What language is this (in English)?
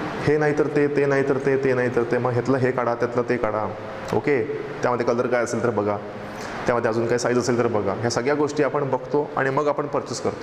Marathi